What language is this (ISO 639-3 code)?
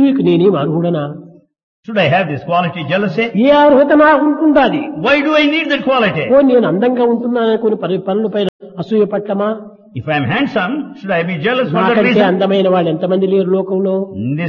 tel